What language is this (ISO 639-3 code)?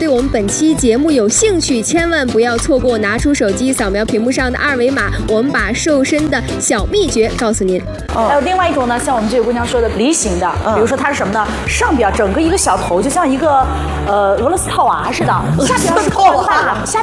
zho